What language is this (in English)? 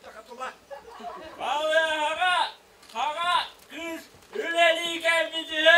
Yakut